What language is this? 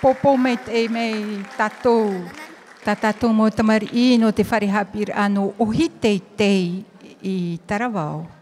Tahitian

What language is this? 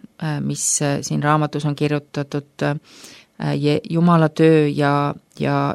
Estonian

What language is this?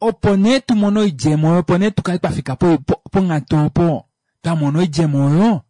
Kuanyama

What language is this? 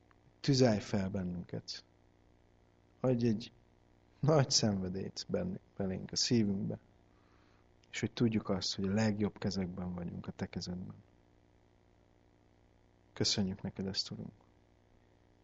Hungarian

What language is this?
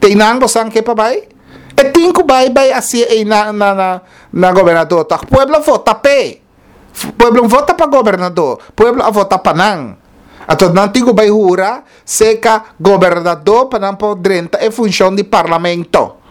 Papiamento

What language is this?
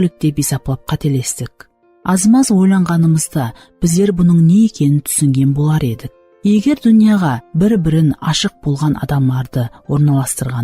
Kara-Kalpak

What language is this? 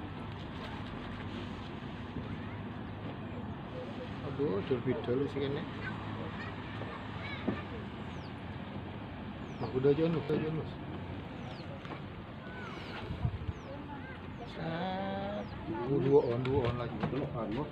Indonesian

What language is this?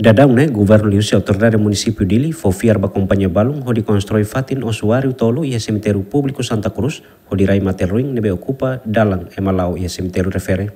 Tetum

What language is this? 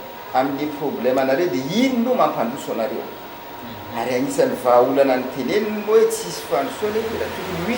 Malagasy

